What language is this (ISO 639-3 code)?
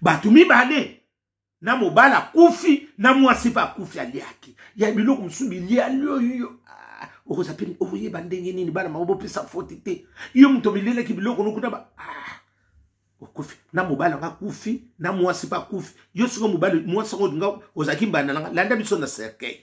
lin